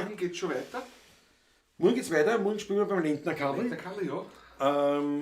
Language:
Bavarian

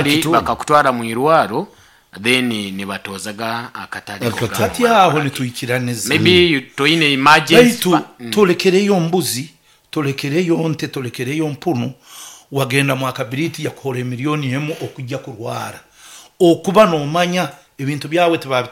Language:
Nyoro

